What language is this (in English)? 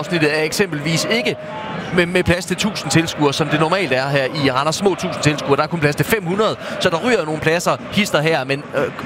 Danish